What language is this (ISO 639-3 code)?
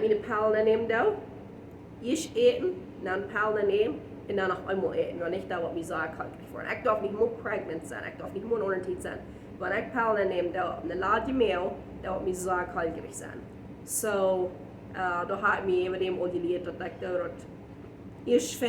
pdt